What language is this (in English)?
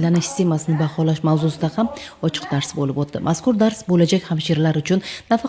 Uzbek